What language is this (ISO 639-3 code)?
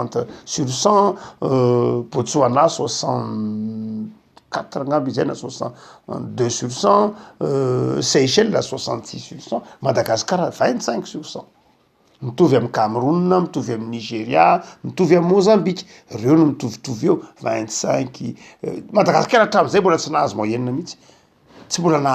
mlg